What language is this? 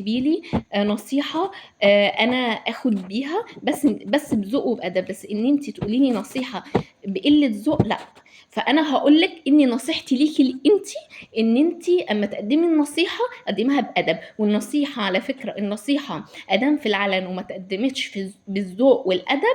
Egyptian Arabic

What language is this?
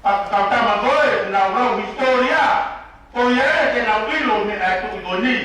Tongan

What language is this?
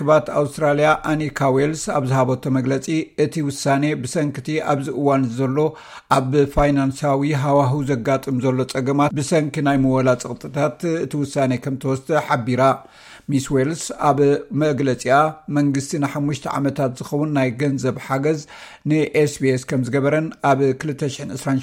Tigrinya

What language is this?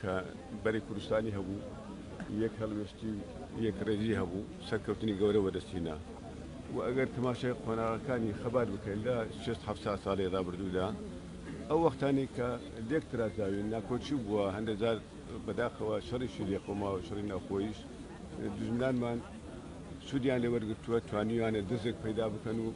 Central Kurdish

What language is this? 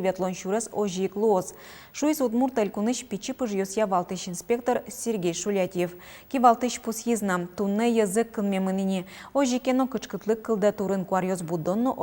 Udmurt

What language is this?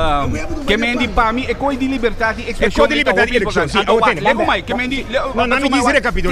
Papiamento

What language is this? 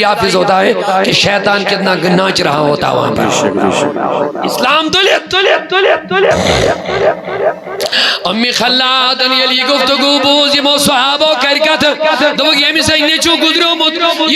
Kashmiri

